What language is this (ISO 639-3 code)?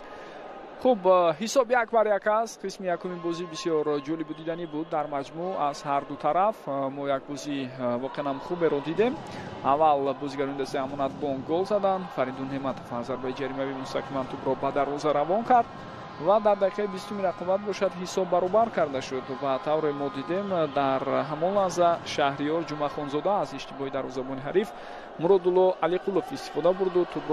tgk